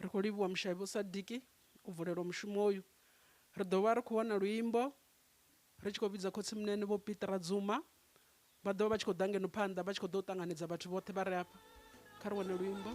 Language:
Venda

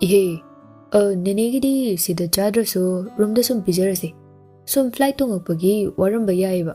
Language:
Manipuri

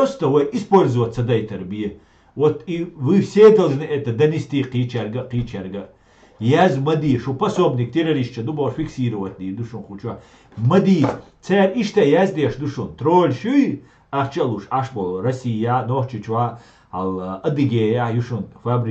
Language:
Chechen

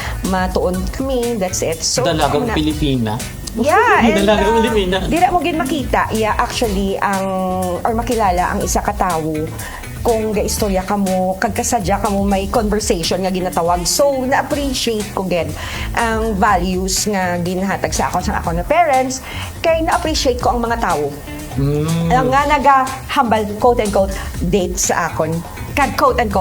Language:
Hiligaynon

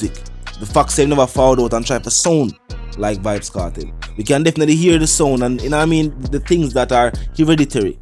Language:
Jamaican Creole English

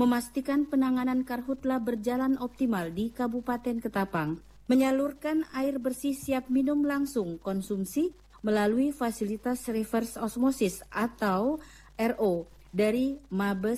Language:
Indonesian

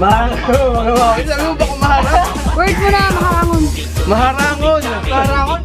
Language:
Bikol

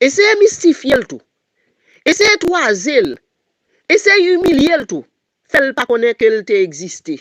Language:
Haitian Creole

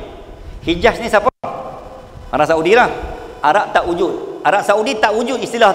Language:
Malay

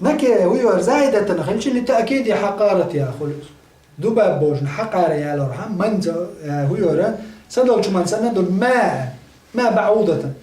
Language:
Chechen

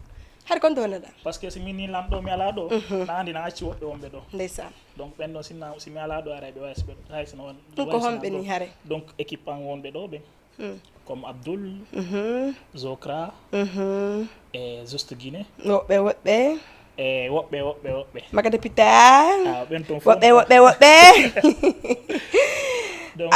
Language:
Fula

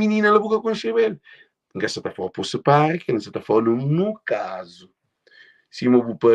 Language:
Kabuverdianu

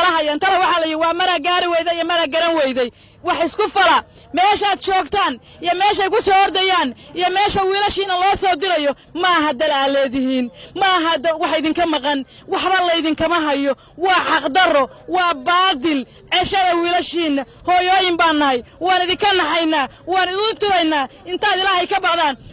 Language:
Somali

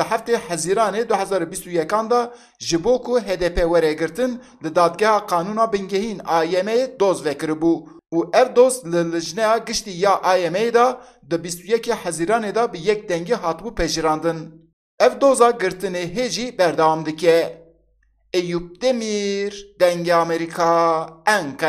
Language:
Kurdish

